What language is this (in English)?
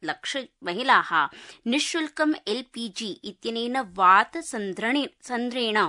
Sanskrit